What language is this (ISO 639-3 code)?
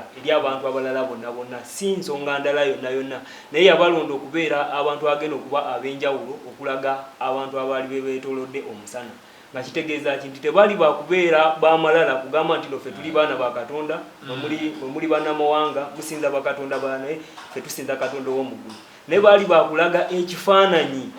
lug